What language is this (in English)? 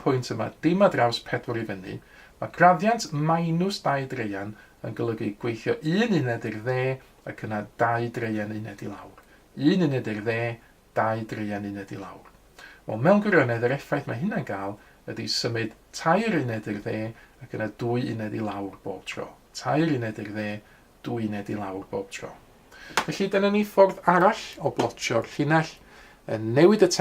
Welsh